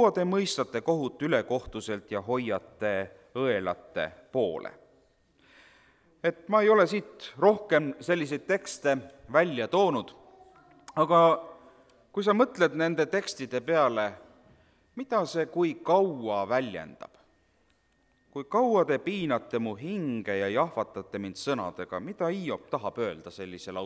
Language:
Estonian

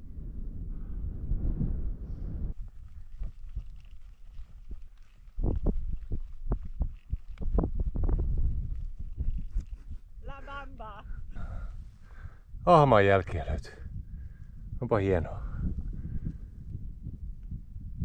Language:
Finnish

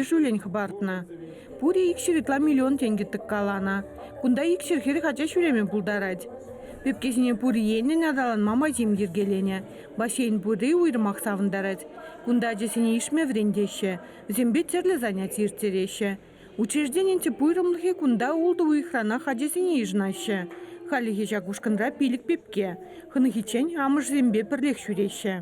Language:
Chuvash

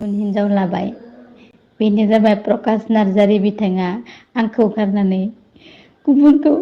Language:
Bodo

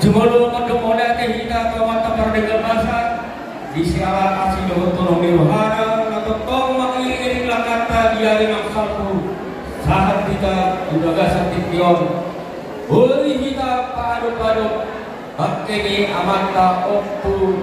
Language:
Batak Toba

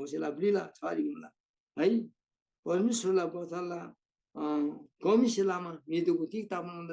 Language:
Eastern Tamang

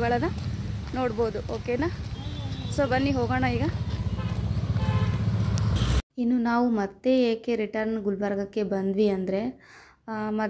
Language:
Kannada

